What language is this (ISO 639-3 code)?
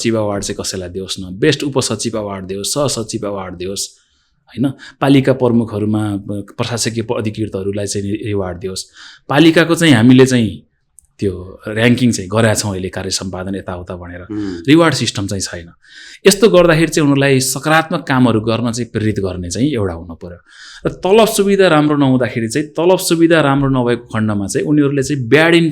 nep